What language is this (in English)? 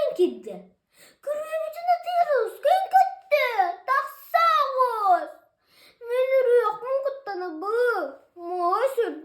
Yakut